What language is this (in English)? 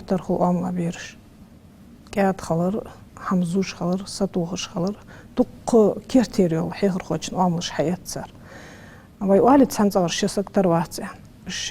Ingush